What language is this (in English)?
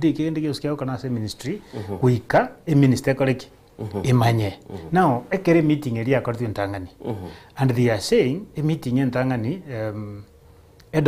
Gusii